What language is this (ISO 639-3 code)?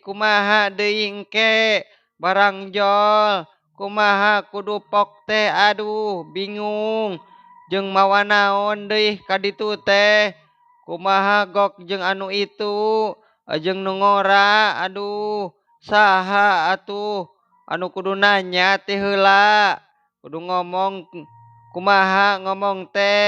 sun